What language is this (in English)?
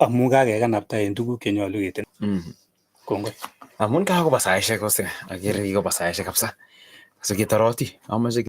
Kalenjin